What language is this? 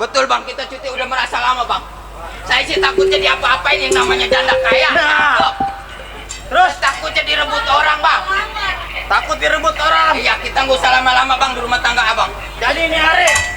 Betawi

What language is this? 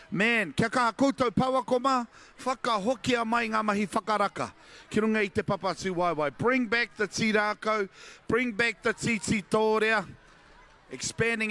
Māori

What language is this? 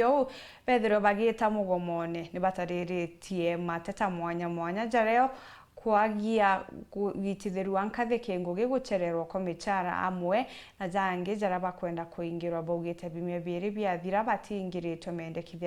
Meru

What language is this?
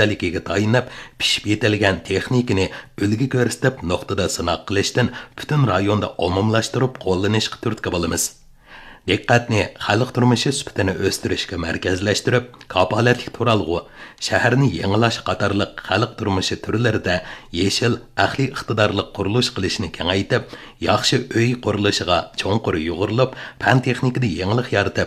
Uyghur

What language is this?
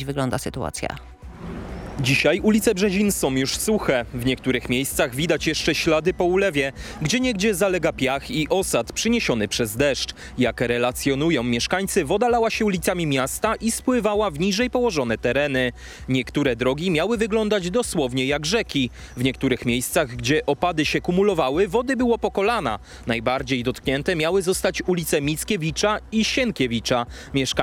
Polish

